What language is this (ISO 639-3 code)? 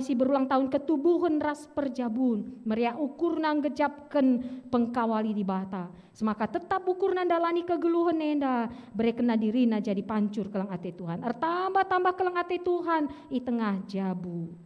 btx